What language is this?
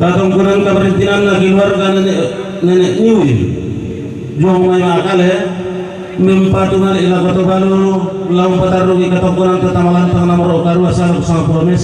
Toraja-Sa'dan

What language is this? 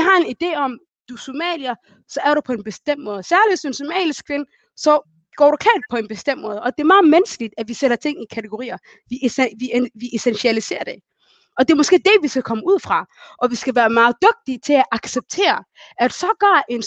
Danish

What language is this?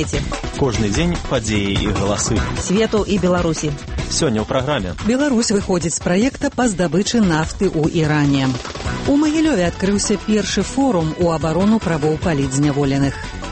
Belarusian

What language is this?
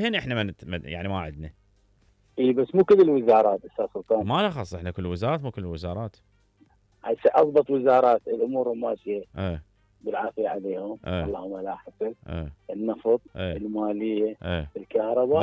Mesopotamian Arabic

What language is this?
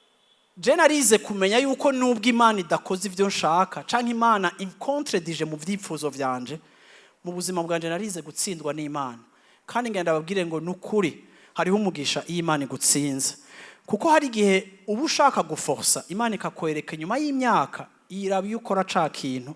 Rundi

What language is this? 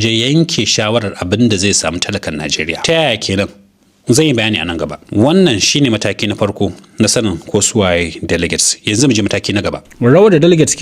Hausa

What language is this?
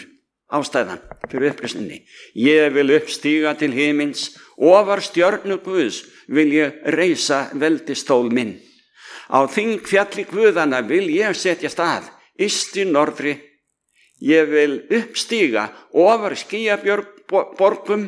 Icelandic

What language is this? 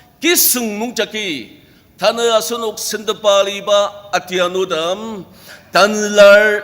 Ao Naga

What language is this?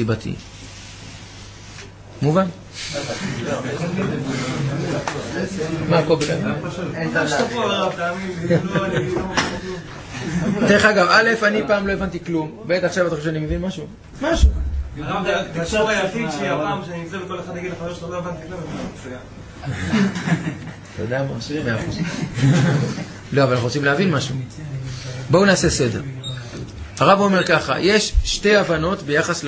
Hebrew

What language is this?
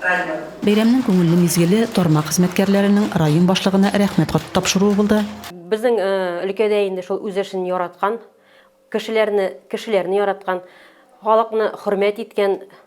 Tatar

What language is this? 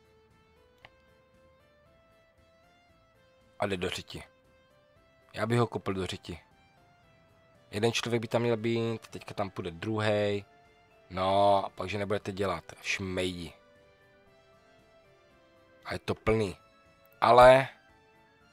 Czech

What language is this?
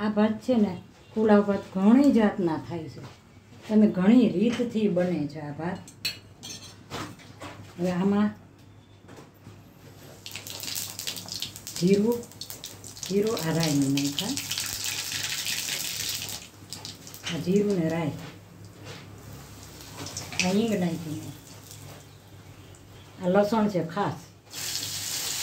Gujarati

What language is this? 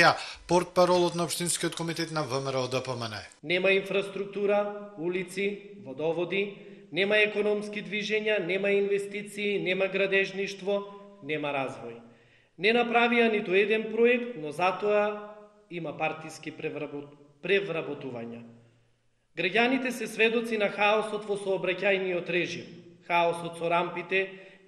Macedonian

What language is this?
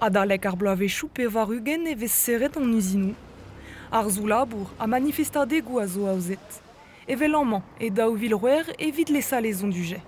Breton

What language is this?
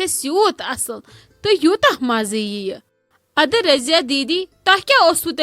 Kashmiri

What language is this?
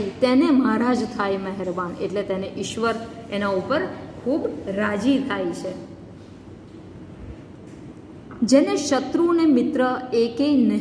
Gujarati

